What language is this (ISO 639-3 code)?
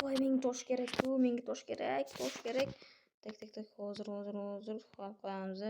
uzb